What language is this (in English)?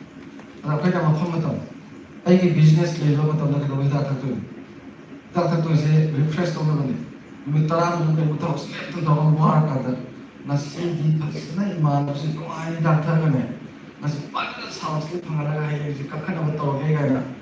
Manipuri